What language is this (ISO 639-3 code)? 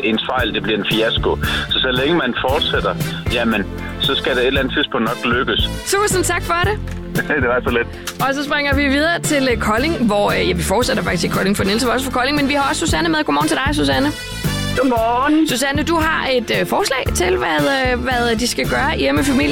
dan